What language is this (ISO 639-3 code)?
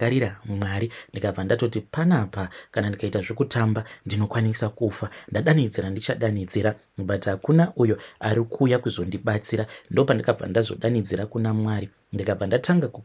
sna